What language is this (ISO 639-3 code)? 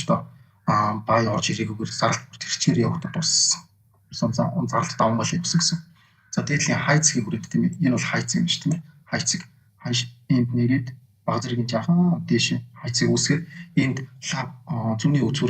mon